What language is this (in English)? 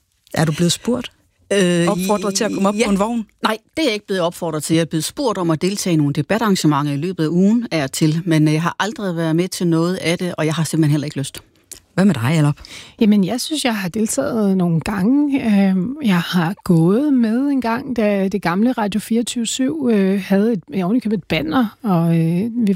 Danish